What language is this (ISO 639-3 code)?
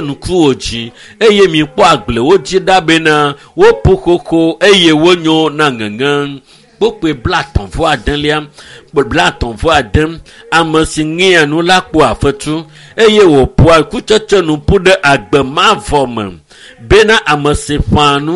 ewe